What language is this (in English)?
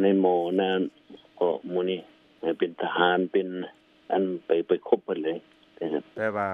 Lao